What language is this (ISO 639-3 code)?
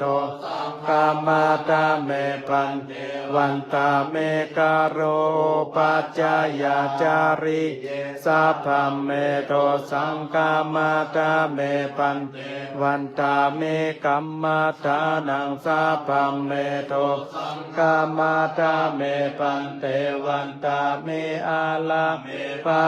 pli